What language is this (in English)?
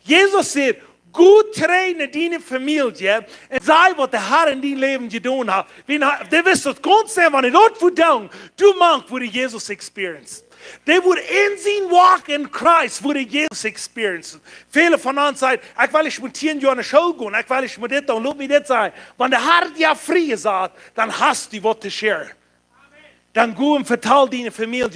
Plautdietsch